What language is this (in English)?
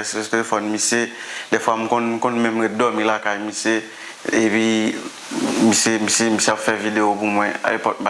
Haitian Creole